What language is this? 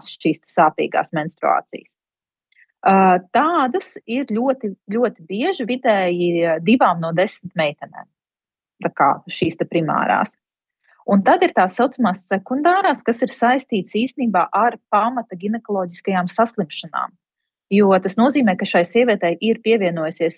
Latvian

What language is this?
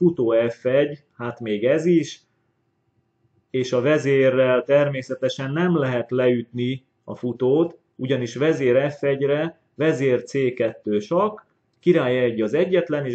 Hungarian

